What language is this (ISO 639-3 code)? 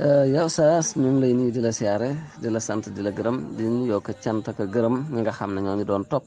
wol